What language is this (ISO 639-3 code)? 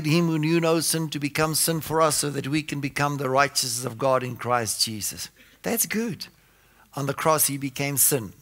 eng